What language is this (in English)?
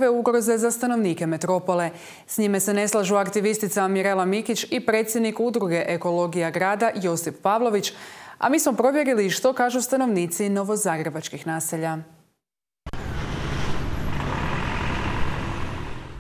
Croatian